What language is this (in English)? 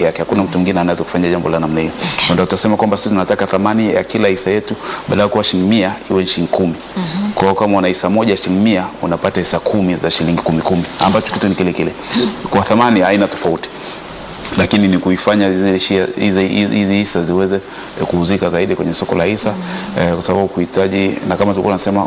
Swahili